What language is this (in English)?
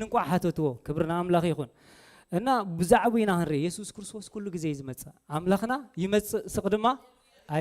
Tigrinya